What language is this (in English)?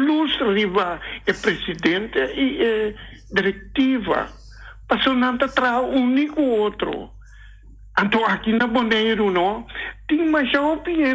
Papiamento